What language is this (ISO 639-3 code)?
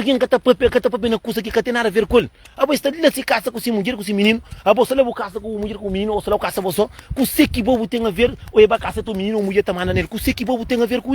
kea